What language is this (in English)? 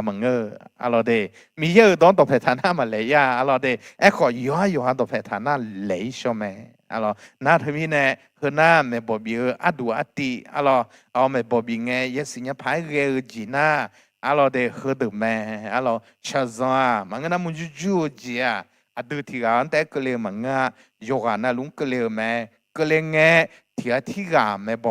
Akha